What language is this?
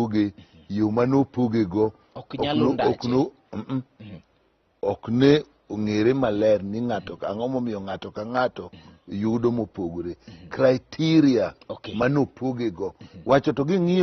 Luo (Kenya and Tanzania)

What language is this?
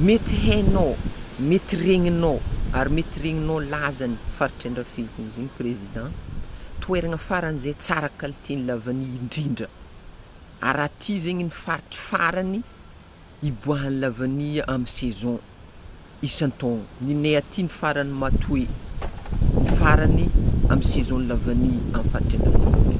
Malagasy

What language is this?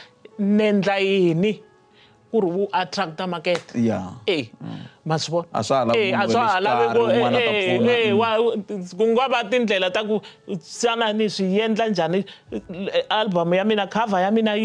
Tsonga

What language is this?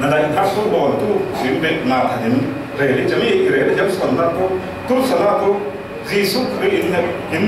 Falam Chin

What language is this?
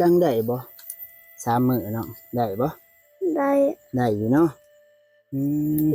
Lao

